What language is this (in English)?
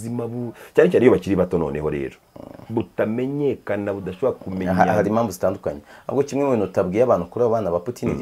Kinyarwanda